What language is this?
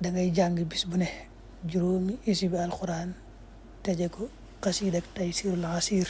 Wolof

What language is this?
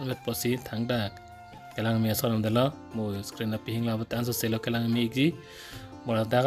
Karbi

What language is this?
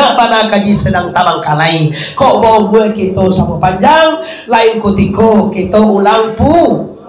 Minangkabau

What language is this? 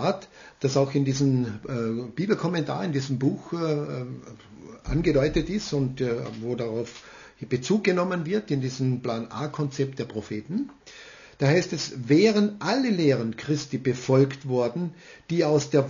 German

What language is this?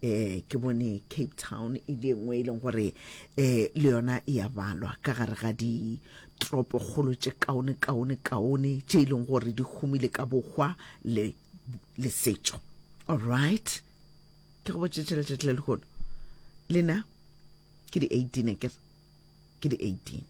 Northern Sotho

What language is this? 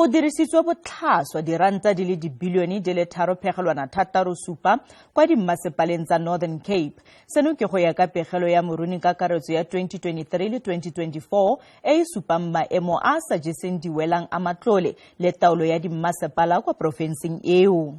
Tswana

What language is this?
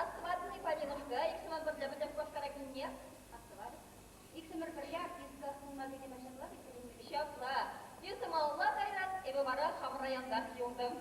Chuvash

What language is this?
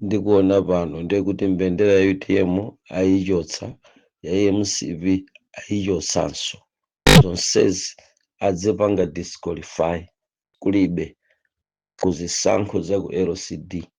Nyanja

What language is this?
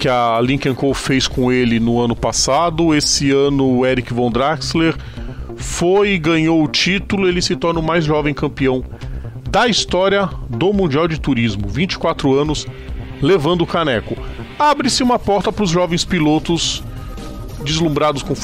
Portuguese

